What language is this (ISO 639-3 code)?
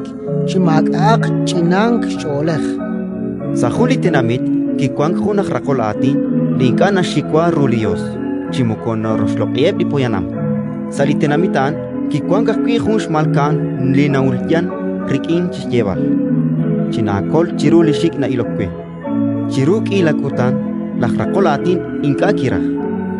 kek